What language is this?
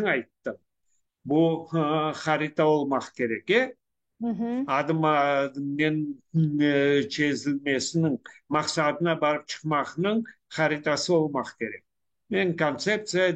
Crimean Tatar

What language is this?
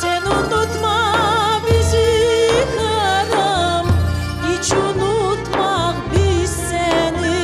Crimean Tatar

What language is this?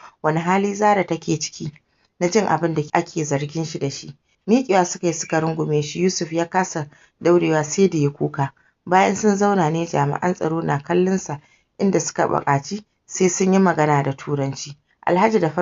Hausa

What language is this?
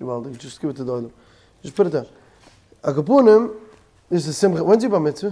Yiddish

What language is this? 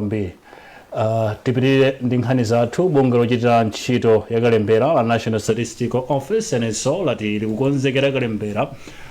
Nyanja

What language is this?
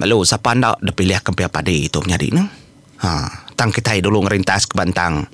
Iban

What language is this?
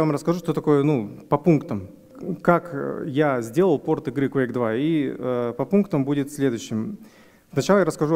Russian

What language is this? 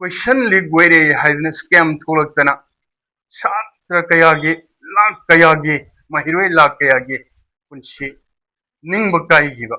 Manipuri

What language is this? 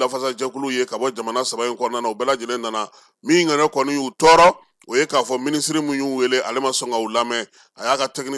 Bambara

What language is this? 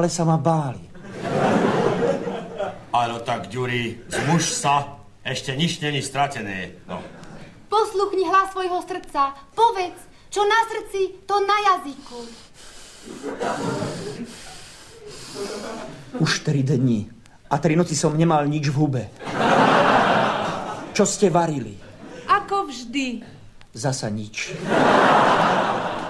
Slovak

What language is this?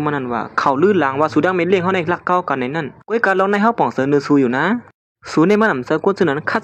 Shan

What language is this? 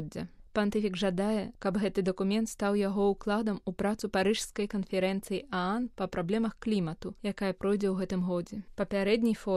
Belarusian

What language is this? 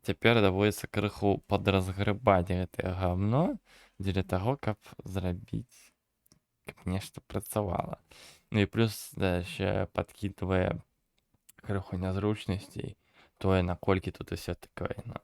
Belarusian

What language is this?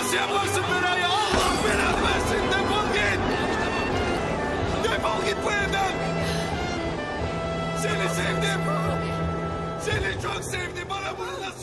Turkish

